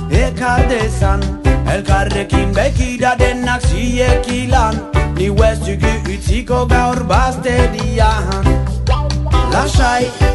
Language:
Basque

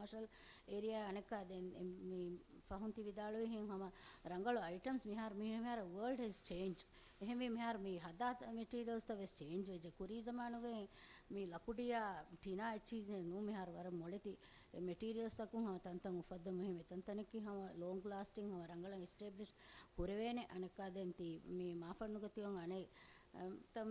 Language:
Divehi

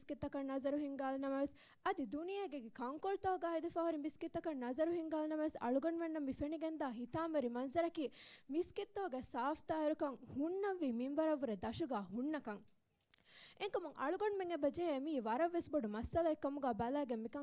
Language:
Divehi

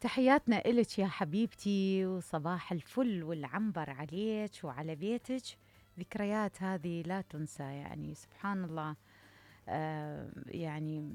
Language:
Mesopotamian Arabic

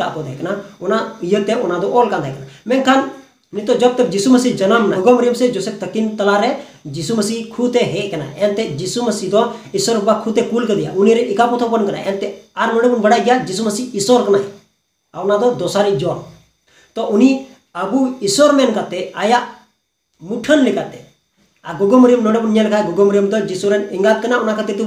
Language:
Santali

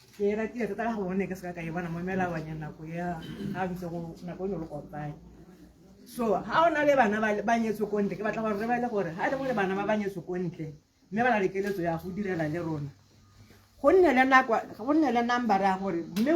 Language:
Tswana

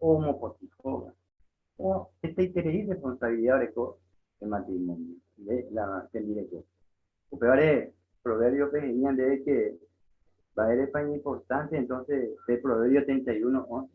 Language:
Guarani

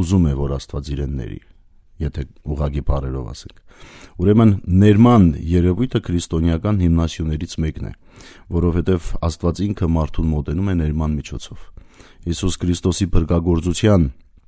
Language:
Armenian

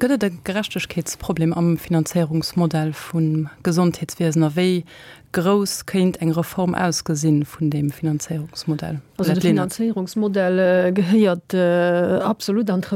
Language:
Luxembourgish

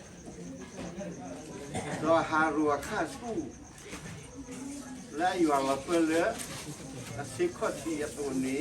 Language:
S'gaw Karen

